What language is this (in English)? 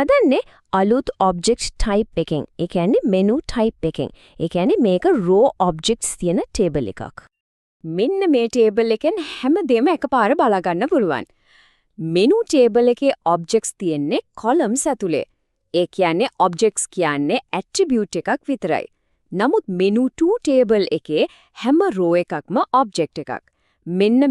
Sinhala